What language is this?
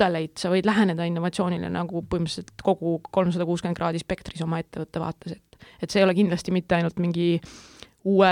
Estonian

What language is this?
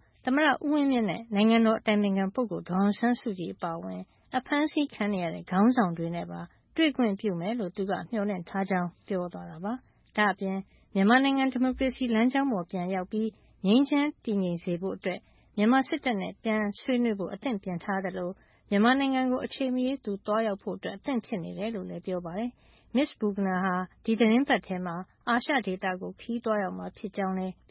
Burmese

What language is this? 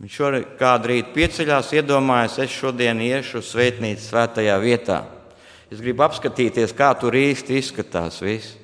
Latvian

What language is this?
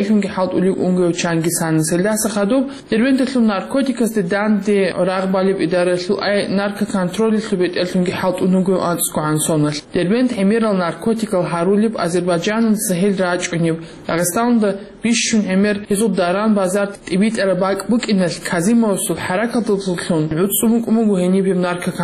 Avaric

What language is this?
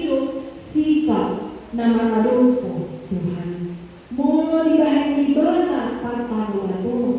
Batak Toba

